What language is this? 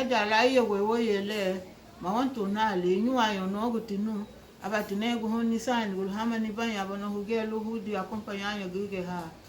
Garifuna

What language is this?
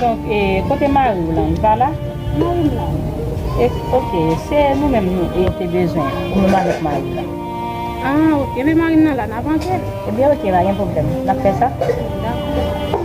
Haitian Creole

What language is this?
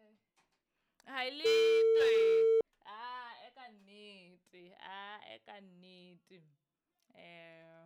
Southern Sotho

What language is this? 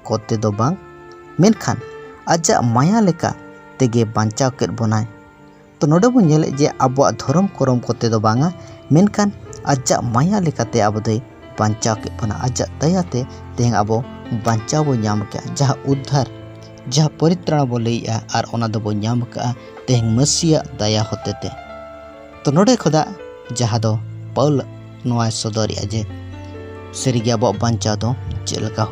Santali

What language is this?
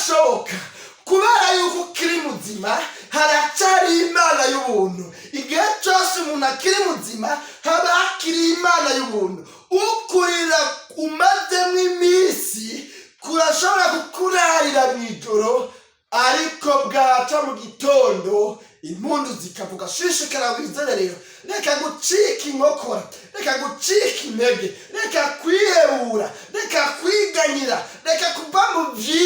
Rundi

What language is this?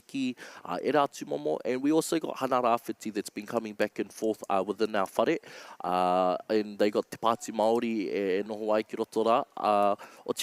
Māori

